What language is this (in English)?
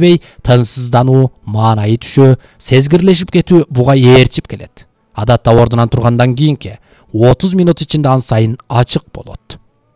Kyrgyz